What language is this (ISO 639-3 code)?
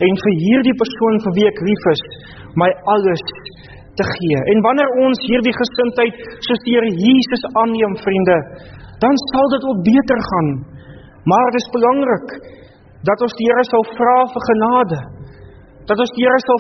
afr